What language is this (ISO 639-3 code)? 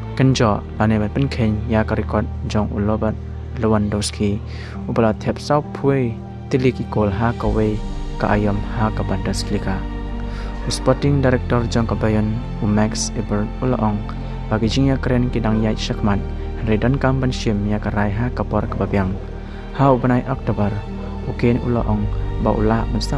kha